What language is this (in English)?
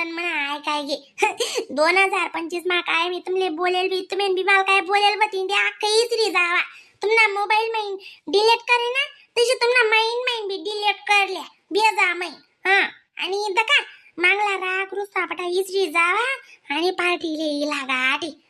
Khandesi